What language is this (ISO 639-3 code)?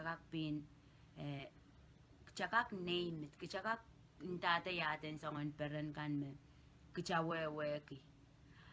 pon